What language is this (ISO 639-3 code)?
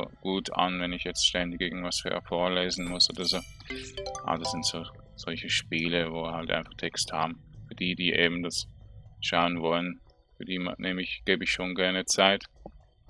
deu